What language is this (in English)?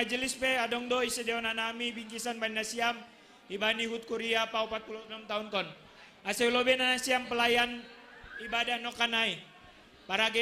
Batak Simalungun